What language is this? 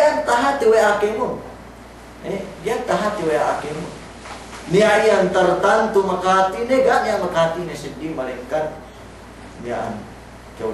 Yakan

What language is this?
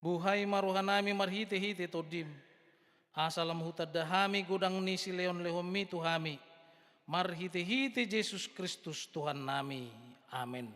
Batak Toba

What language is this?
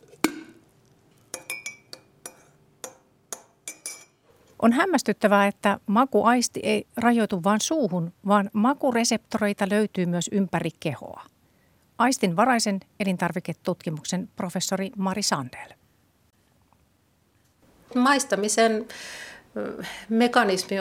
Finnish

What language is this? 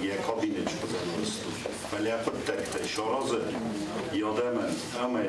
Ossetic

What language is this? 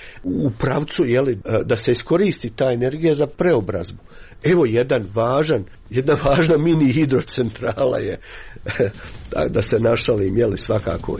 Croatian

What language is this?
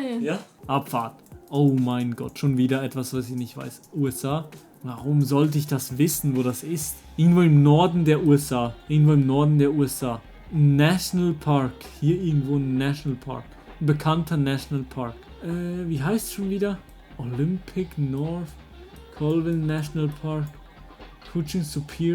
Swiss German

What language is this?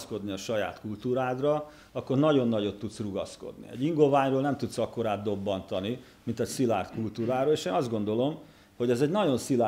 Hungarian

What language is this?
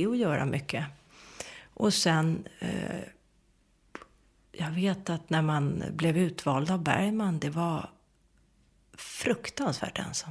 Swedish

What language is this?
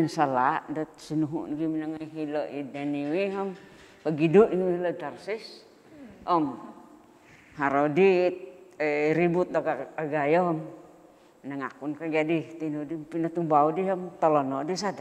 Central Dusun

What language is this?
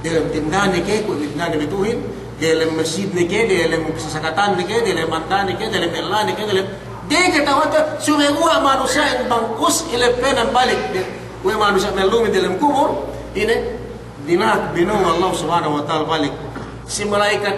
Yakan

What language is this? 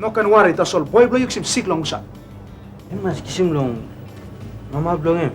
Tok Pisin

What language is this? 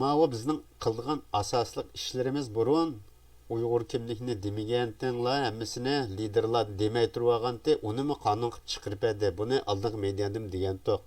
Uyghur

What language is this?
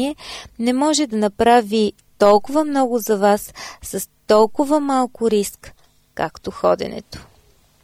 Bulgarian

